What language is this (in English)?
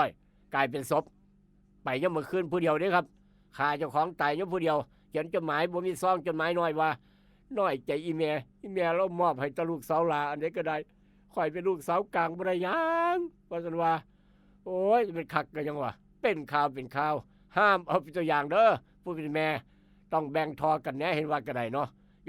Northeastern Thai